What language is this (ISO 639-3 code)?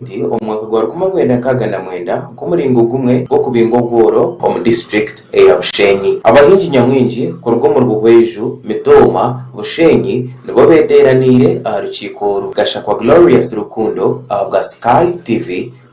nyn